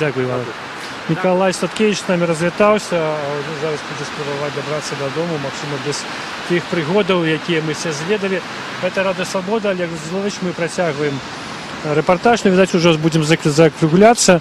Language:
Belarusian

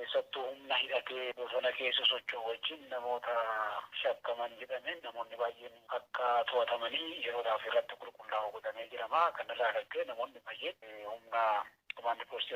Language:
Oromo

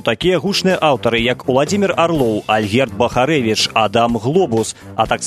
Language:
Belarusian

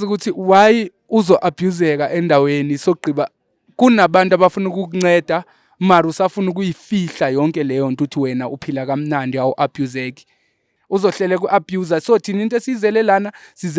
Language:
Zulu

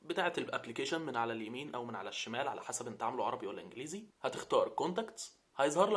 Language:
Egyptian Arabic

